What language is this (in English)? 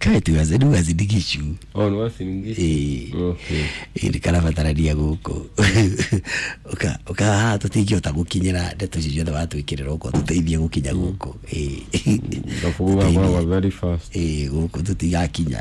Kikuyu